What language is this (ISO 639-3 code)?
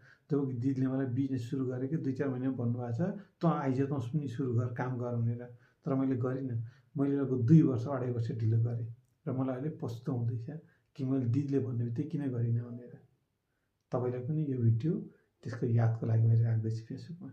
nep